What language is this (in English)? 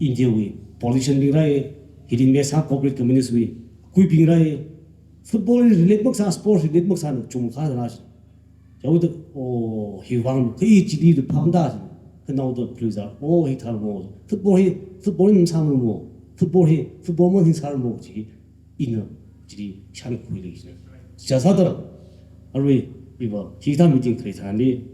Tangkhul Naga (India)